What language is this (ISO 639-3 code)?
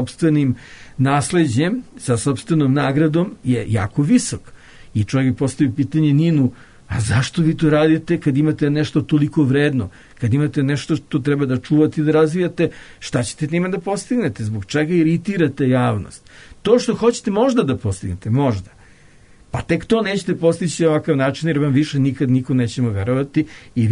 srp